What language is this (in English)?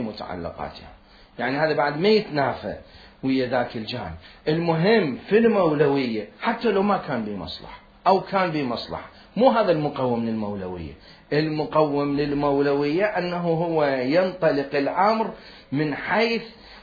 Mesopotamian Arabic